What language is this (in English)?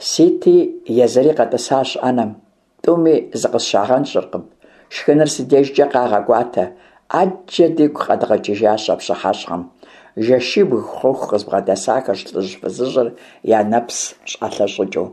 Kabardian